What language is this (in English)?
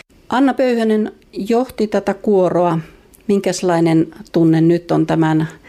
Finnish